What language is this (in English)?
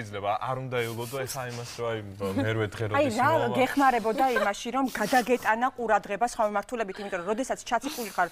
Georgian